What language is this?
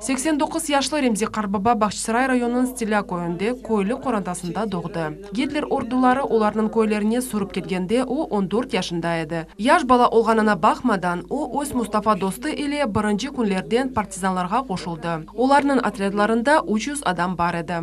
Crimean Tatar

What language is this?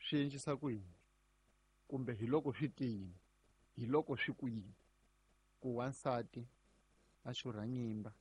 Tsonga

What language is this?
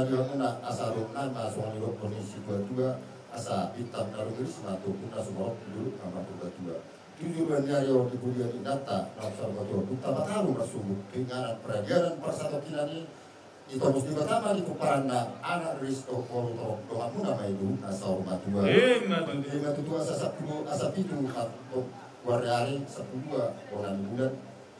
Batak Toba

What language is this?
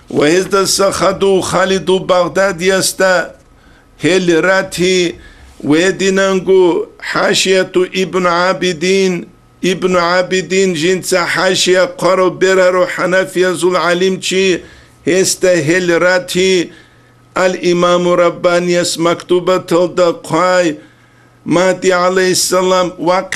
Avaric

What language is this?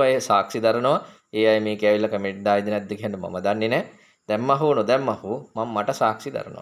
Sinhala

